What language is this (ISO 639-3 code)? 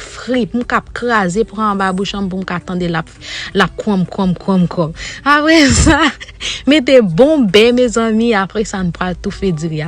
hat